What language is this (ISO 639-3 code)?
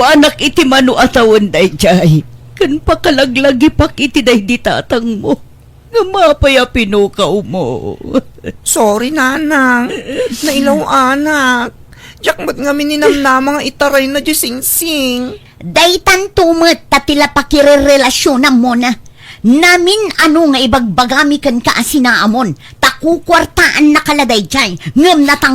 ilo